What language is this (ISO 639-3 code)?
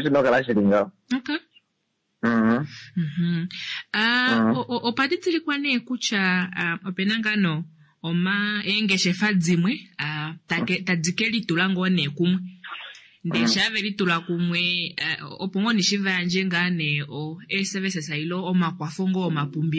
kua